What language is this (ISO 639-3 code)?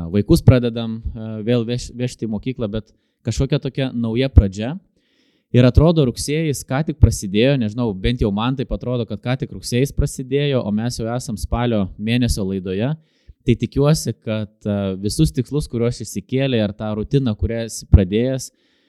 lit